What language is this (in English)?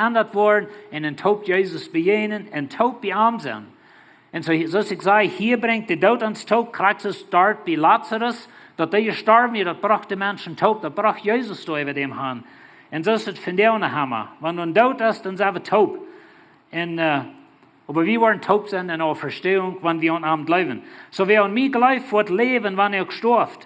Plautdietsch